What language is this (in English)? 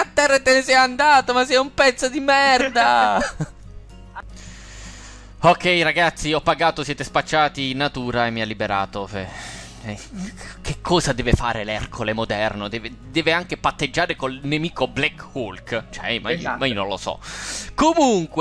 Italian